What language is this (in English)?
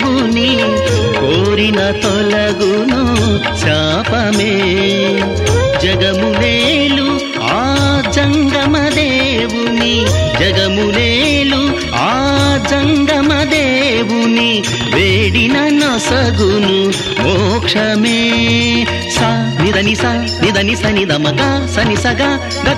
Telugu